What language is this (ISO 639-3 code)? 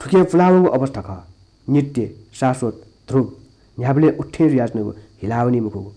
new